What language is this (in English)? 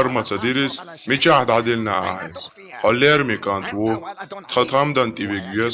Chechen